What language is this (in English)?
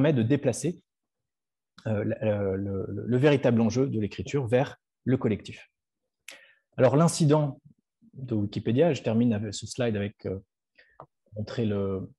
French